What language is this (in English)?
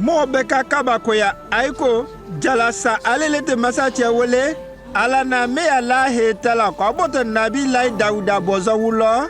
Konyanka Maninka